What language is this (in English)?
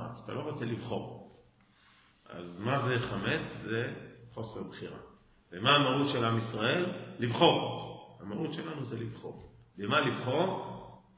Hebrew